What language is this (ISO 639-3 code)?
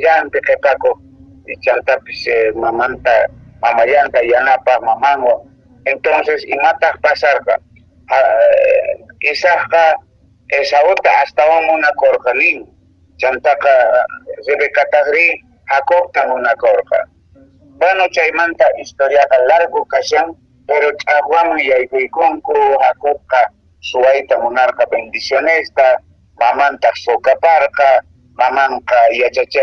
que